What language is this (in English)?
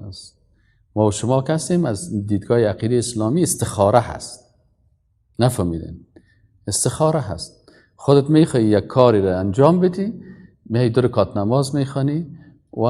Persian